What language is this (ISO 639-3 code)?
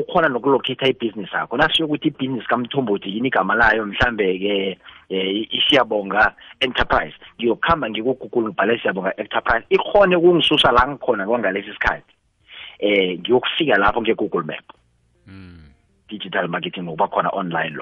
nbl